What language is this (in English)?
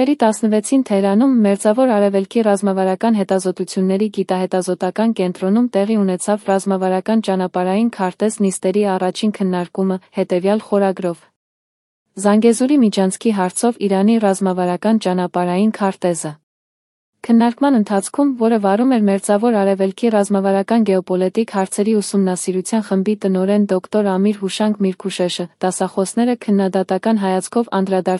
Armenian